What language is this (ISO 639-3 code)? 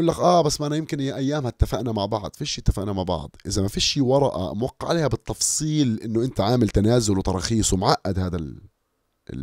apc